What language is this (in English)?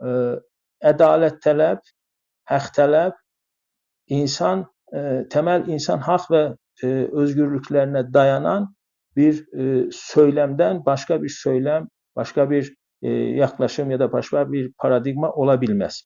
South Azerbaijani